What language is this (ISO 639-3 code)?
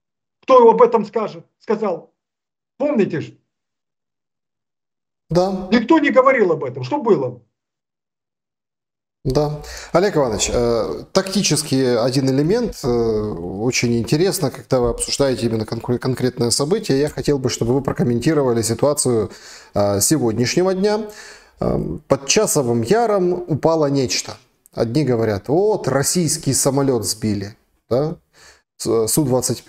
rus